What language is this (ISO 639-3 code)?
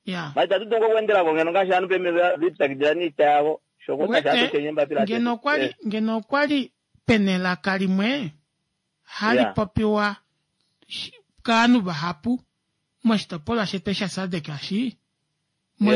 kua